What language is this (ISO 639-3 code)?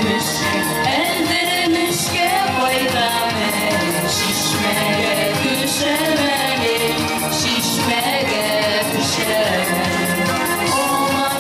bak